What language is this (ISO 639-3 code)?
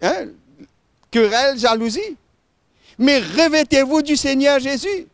mfe